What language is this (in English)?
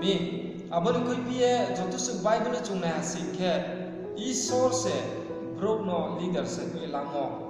Riang (India)